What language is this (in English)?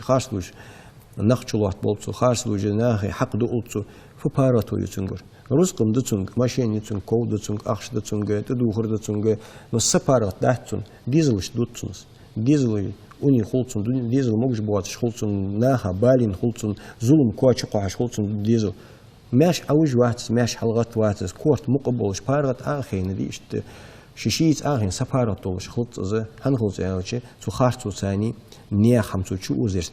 Ingush